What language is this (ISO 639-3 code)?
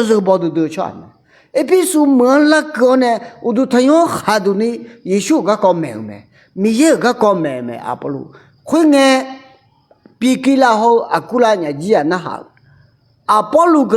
ahk